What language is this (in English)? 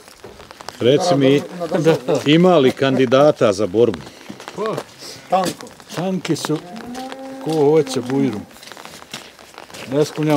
Bosnian